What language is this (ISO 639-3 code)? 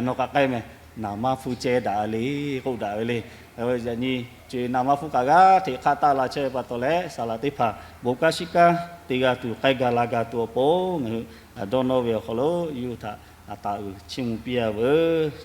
lhu